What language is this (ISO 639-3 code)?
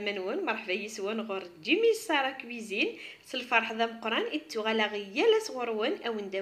kab